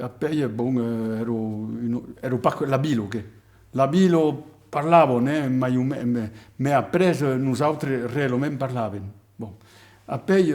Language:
Occitan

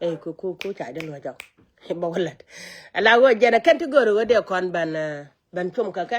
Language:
Nuer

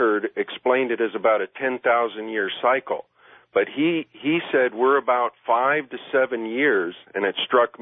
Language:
English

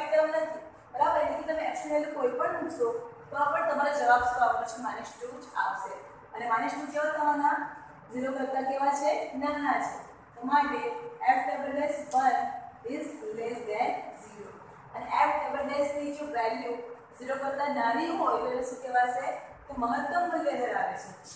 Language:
Gujarati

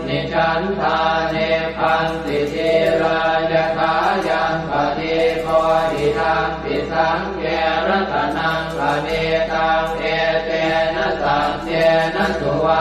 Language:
Pali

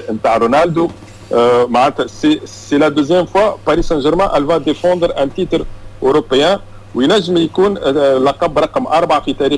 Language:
Tunisian Arabic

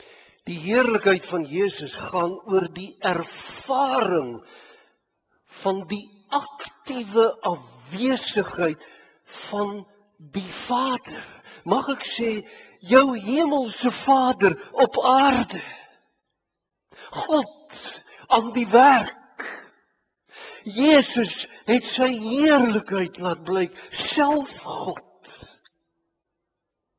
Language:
Afrikaans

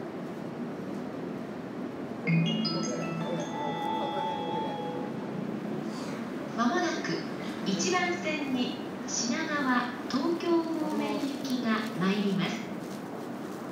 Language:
Japanese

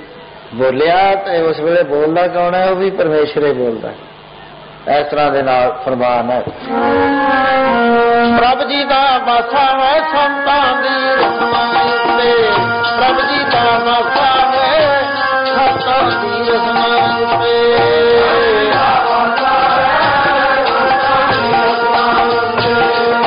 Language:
Punjabi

